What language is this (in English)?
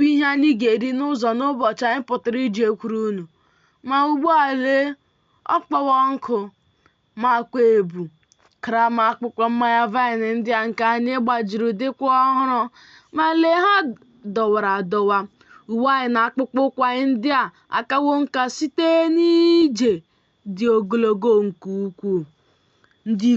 Igbo